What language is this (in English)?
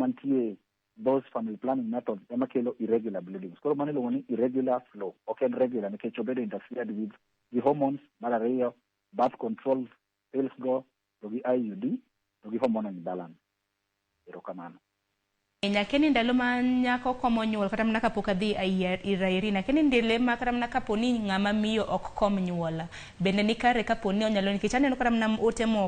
Luo (Kenya and Tanzania)